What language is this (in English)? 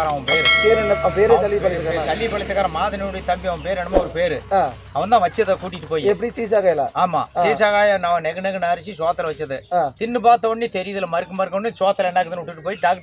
Tamil